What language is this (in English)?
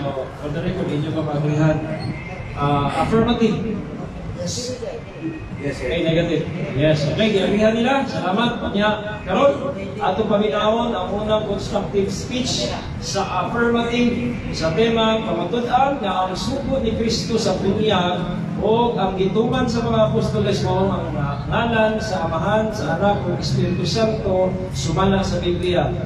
Cebuano